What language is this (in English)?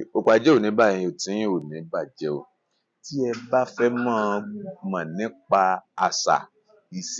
Yoruba